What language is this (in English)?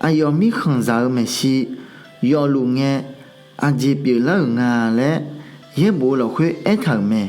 Akha